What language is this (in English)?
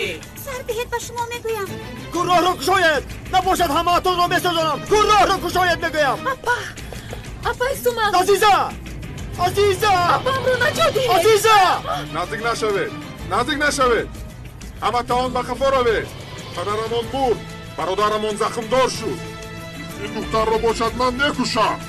Tajik